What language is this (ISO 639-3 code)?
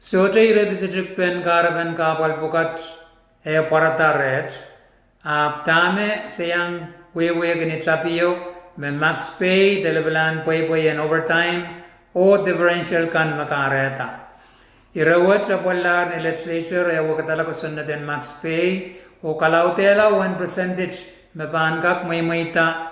pon